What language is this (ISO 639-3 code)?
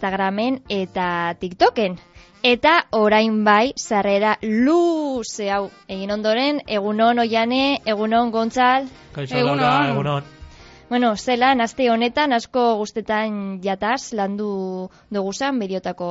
eus